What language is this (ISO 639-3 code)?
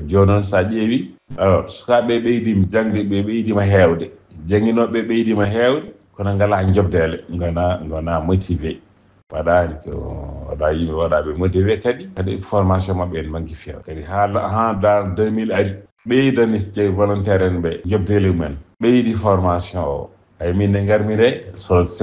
ful